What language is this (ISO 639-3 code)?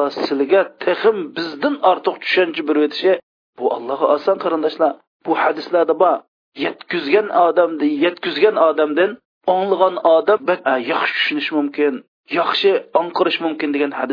uig